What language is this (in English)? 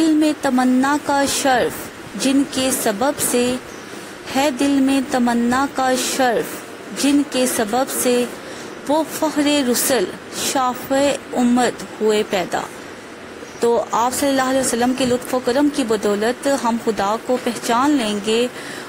Urdu